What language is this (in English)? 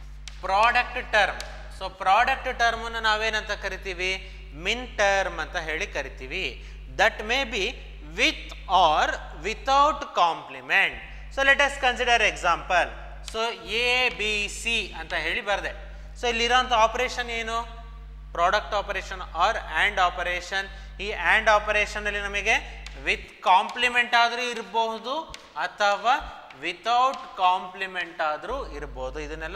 Kannada